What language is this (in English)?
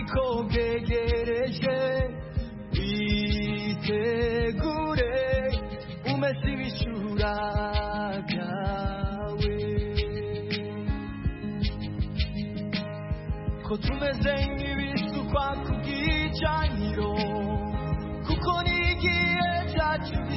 Kinyarwanda